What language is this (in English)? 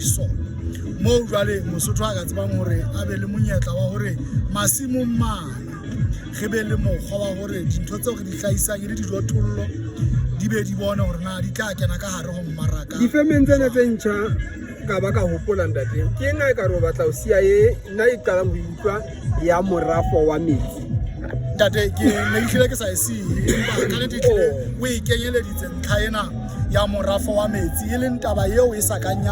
Southern Sotho